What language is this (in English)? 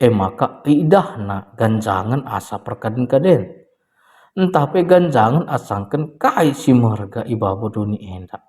Batak Karo